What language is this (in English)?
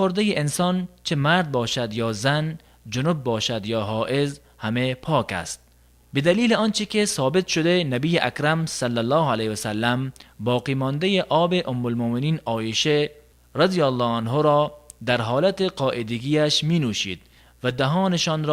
Tajik